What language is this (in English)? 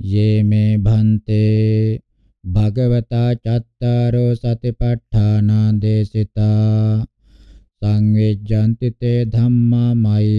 Pali